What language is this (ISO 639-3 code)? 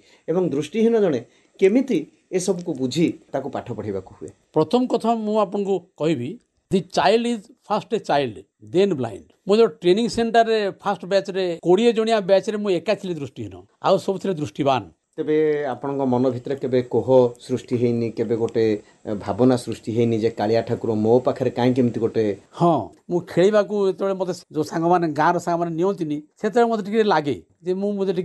ori